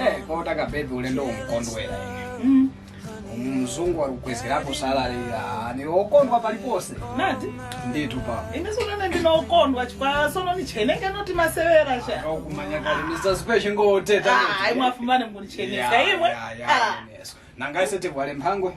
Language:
Tumbuka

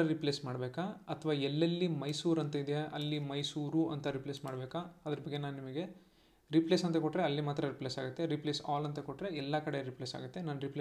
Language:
Kannada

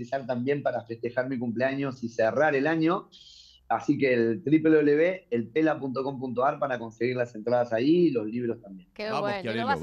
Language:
Spanish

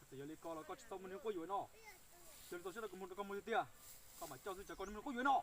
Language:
Hmong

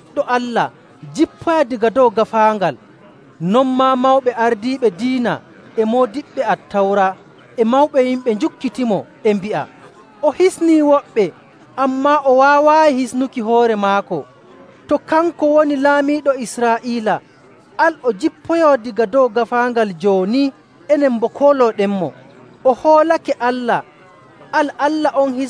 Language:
Nigerian Fulfulde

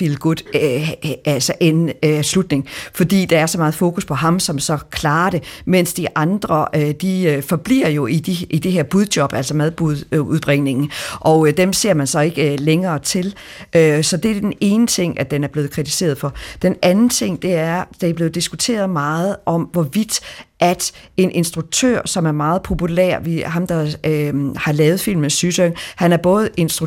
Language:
Danish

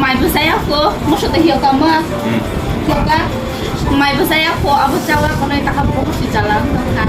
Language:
Kok Borok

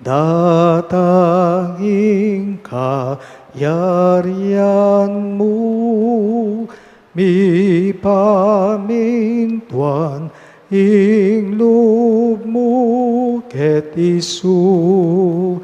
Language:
Pampanga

